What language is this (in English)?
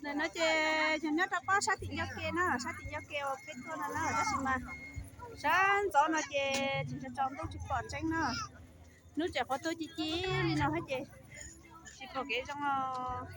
Hmong